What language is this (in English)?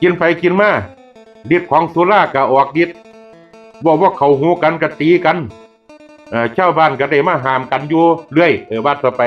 Northeastern Thai